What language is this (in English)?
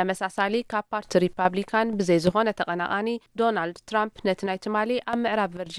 Tigrinya